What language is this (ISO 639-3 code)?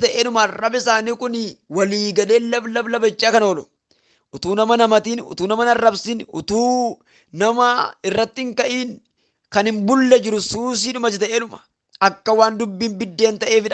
orm